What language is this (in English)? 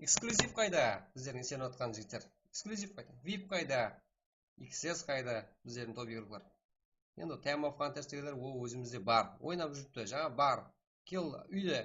Kara-Kalpak